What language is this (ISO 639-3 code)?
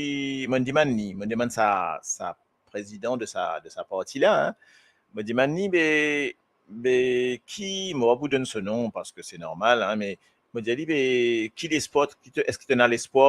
mfe